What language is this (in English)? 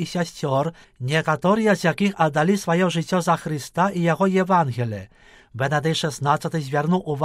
Belarusian